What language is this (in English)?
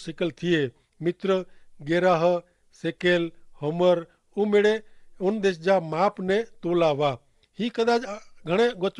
Kachhi